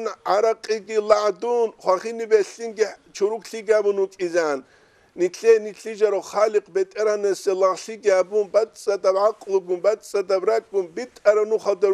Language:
Avaric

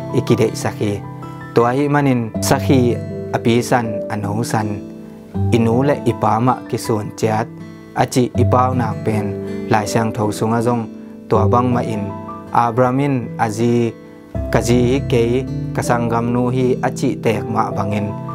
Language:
Tedim Chin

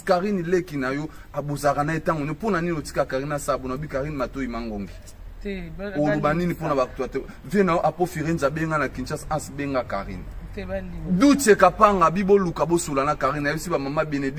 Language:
Lingala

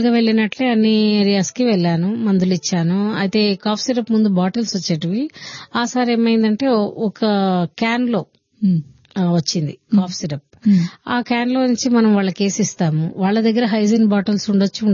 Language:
Telugu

